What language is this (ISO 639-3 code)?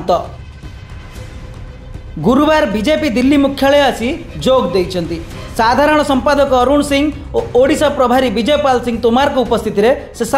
ori